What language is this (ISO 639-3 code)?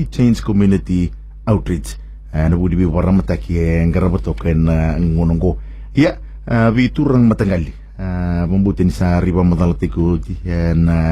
fij